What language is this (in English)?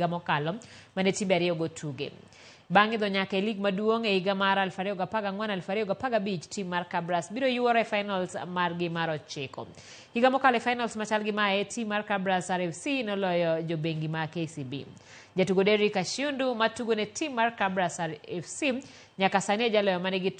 Luo (Kenya and Tanzania)